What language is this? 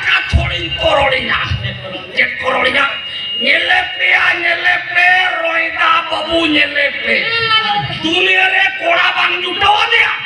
Santali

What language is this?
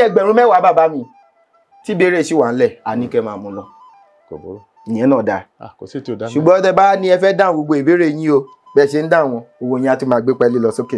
Yoruba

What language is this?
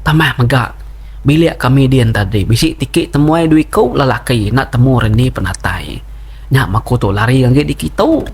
Iban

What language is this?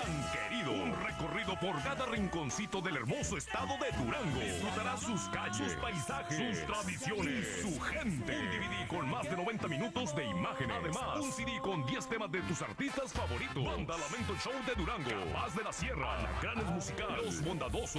Spanish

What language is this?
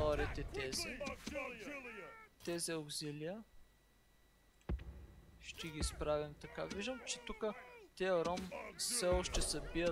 Bulgarian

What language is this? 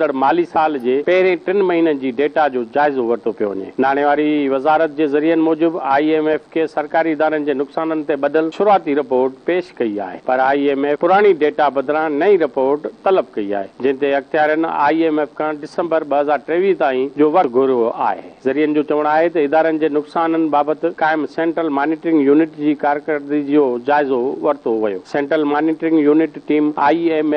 Sindhi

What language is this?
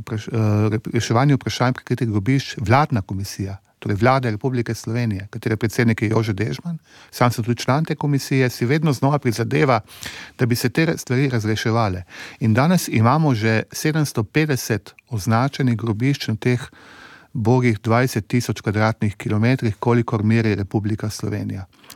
Slovenian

